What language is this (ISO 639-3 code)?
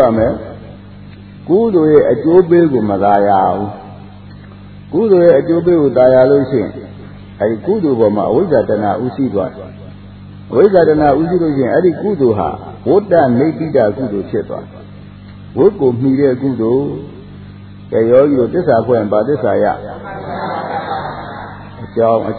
mya